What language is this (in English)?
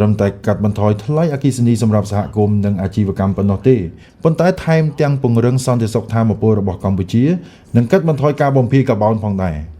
Khmer